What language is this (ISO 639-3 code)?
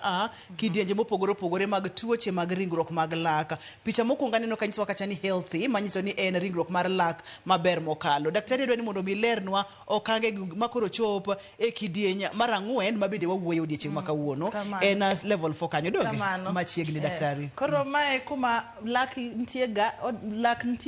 luo